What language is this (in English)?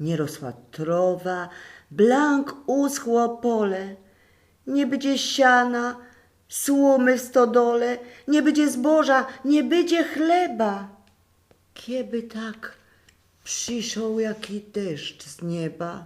Silesian